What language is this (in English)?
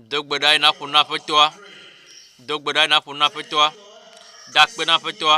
Ewe